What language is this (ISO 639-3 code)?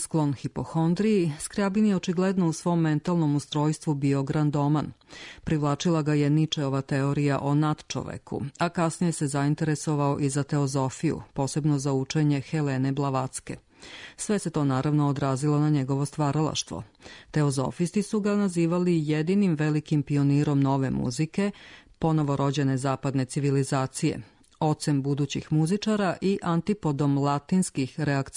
srp